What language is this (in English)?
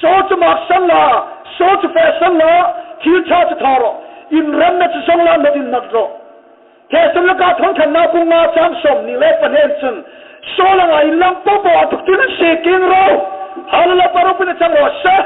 Hmar